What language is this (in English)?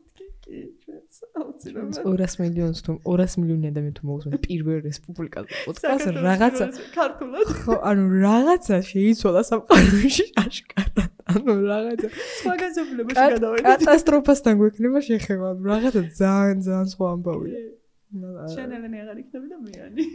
Georgian